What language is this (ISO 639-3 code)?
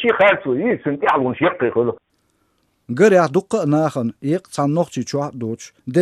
che